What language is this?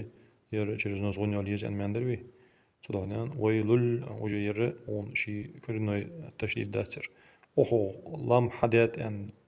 Ingush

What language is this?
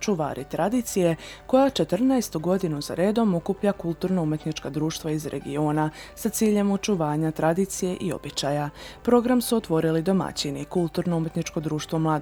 Serbian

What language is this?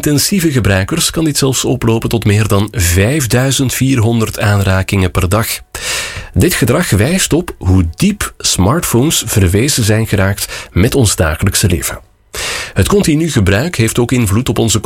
Dutch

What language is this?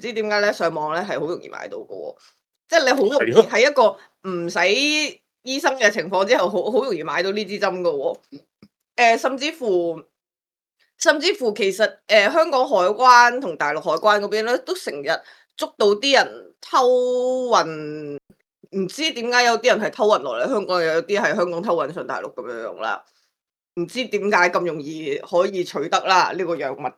Cantonese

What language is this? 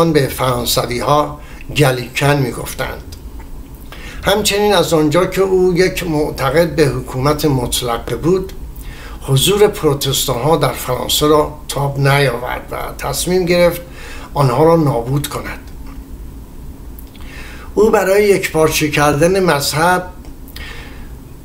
Persian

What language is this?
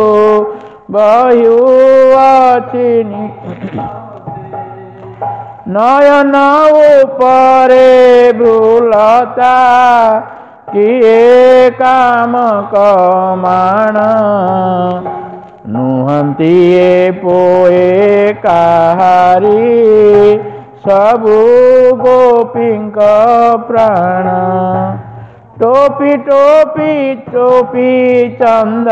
Odia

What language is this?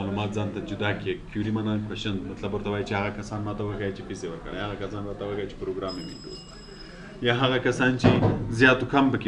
Pashto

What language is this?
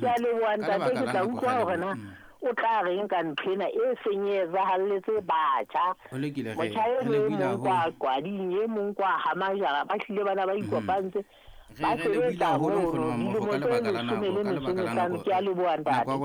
Southern Sotho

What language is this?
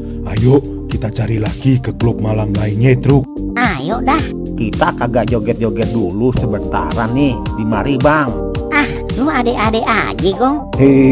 Betawi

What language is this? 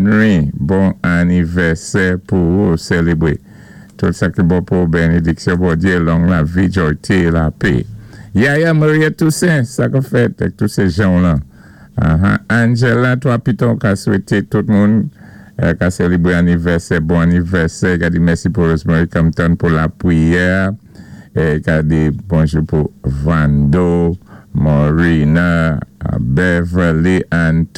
Saint Lucian Creole French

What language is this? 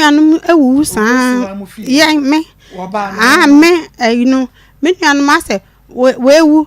Akan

